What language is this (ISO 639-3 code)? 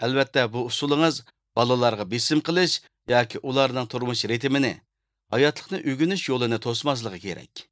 uig